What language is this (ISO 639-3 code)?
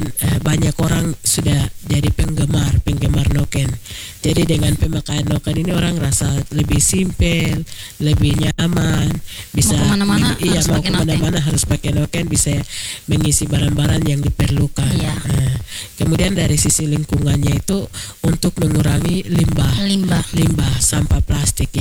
ind